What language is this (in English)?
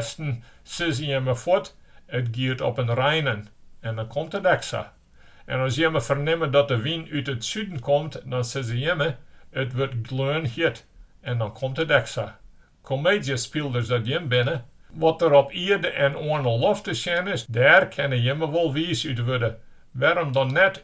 Western Frisian